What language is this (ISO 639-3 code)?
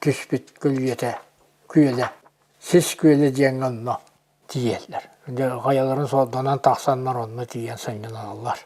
sah